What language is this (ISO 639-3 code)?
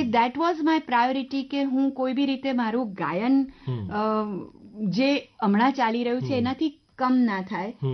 guj